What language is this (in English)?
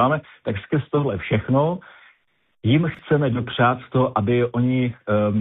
Czech